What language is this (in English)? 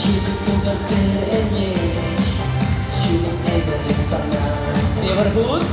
Chuvash